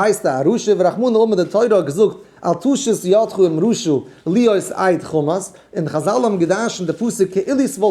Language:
Yiddish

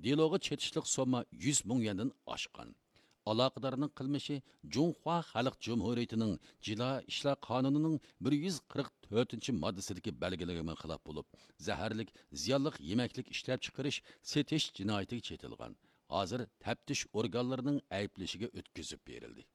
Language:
Uyghur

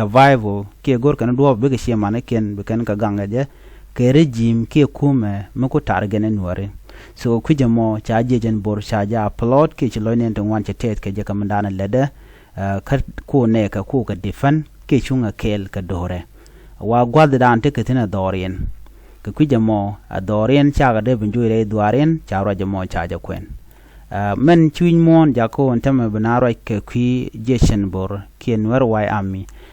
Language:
Nuer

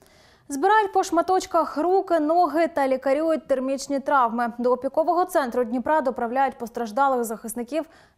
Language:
Ukrainian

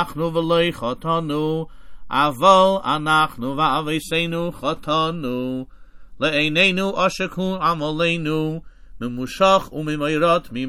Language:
Hebrew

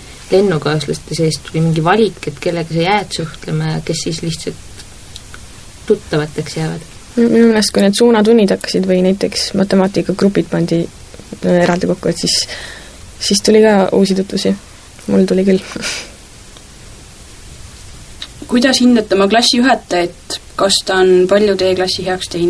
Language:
Estonian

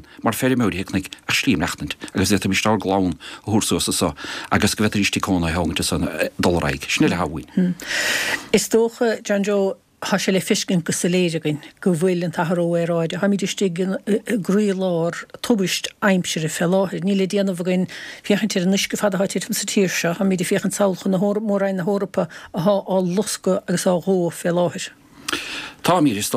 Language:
Irish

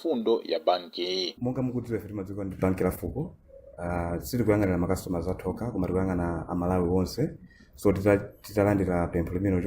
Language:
Nyanja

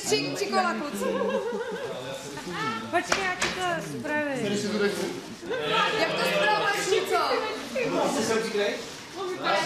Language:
Czech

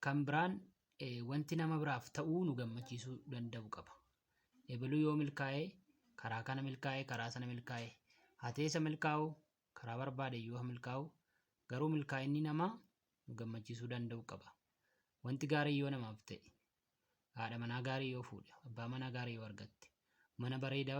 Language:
Oromo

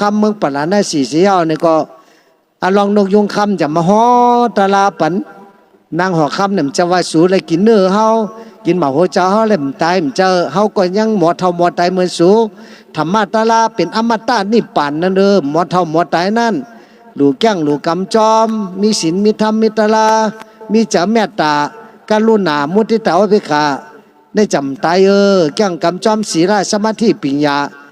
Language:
Shan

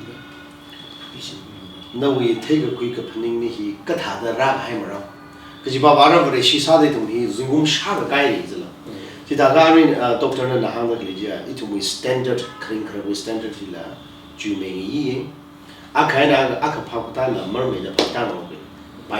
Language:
Tangkhul Naga (India)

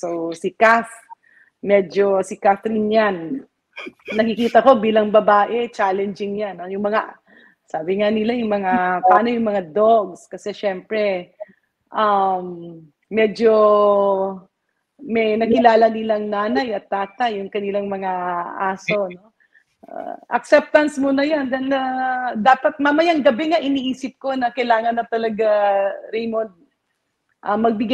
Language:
Filipino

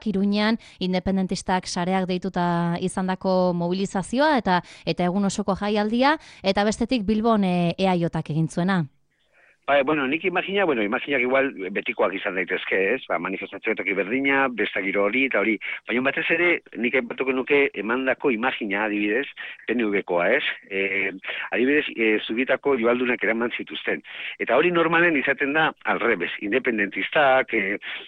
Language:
Basque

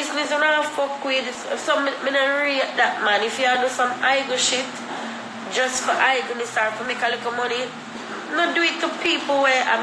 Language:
Jamaican Creole English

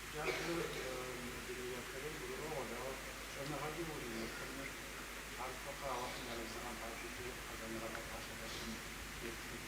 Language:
Kabardian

